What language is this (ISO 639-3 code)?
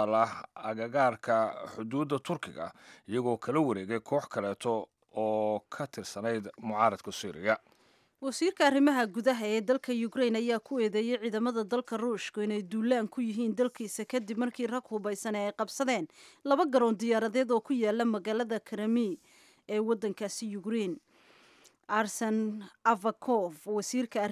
som